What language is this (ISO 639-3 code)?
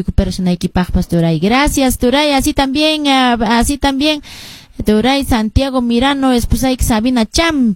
que